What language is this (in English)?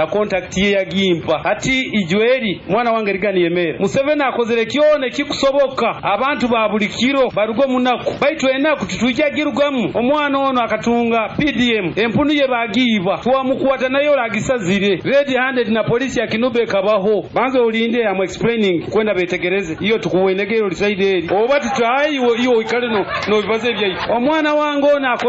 Nyoro